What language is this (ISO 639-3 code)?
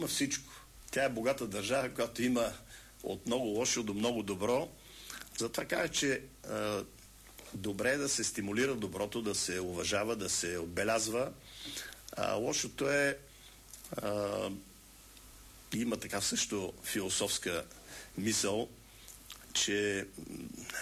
bul